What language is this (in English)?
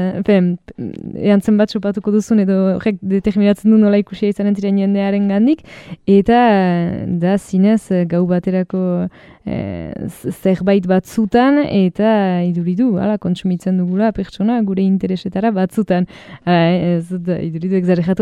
Basque